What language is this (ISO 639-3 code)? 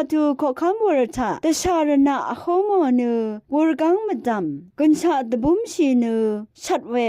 raw